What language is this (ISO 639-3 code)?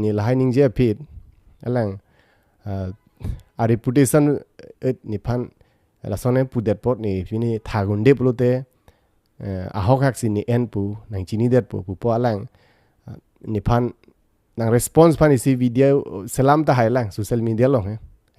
mjw